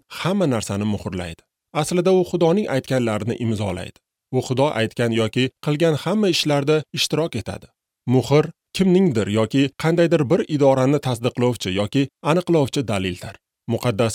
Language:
Uzbek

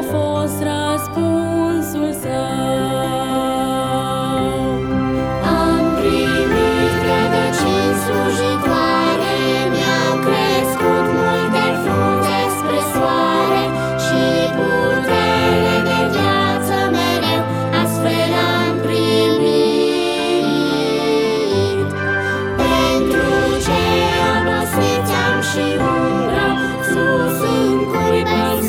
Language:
Romanian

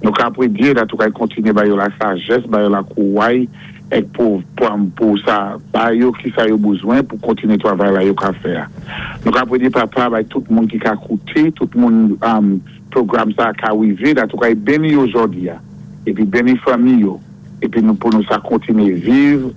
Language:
Saint Lucian Creole French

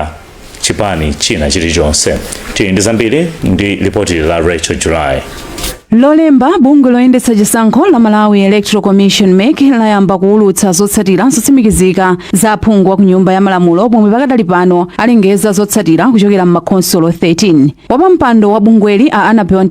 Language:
Nyanja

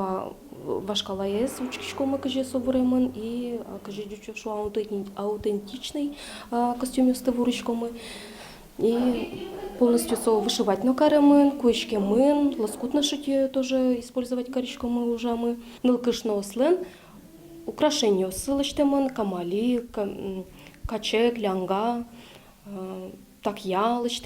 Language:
Udmurt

